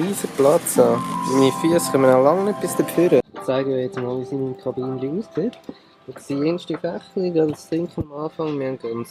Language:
Swiss German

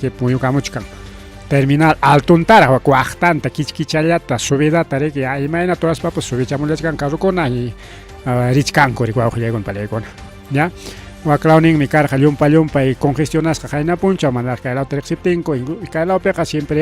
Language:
Ayacucho Quechua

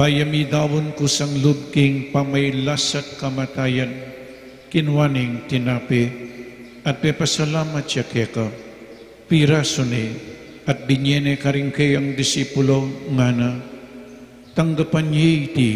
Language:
Pampanga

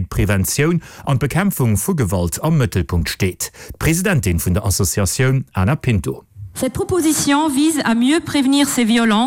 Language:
Luxembourgish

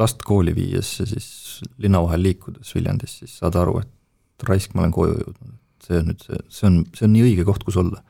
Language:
Estonian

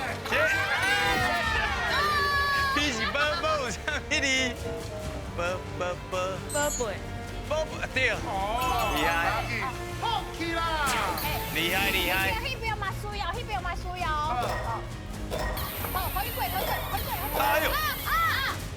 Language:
Min Nan Chinese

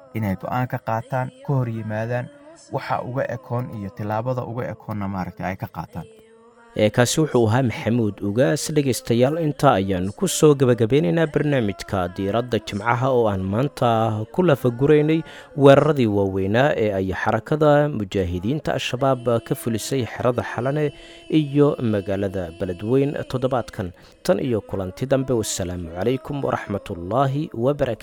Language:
Somali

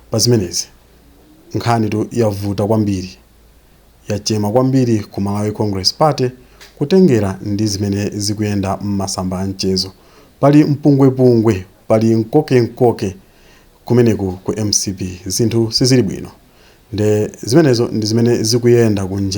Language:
Nyanja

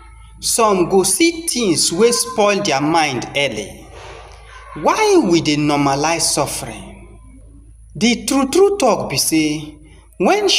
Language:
Nigerian Pidgin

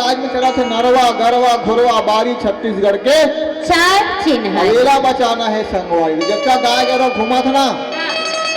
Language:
Chhattisgarhi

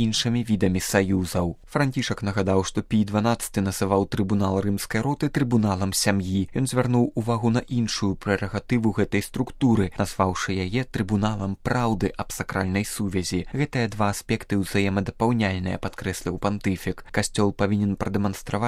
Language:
Belarusian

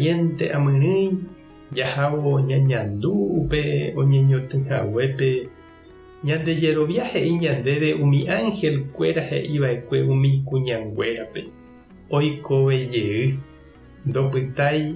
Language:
Guarani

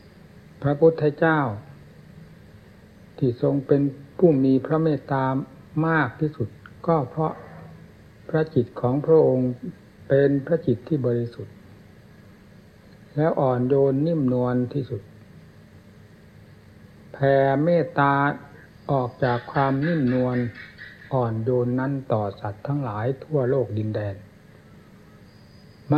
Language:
Thai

